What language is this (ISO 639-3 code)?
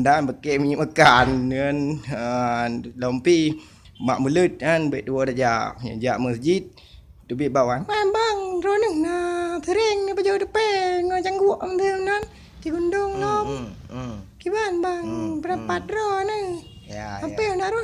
ace